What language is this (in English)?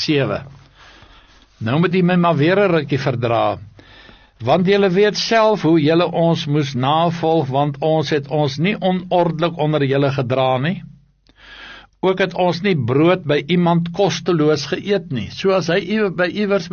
Afrikaans